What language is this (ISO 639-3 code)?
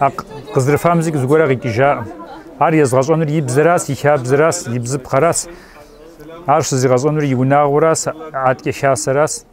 kbd